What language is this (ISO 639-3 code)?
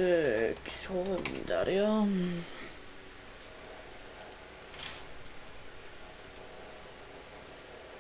nor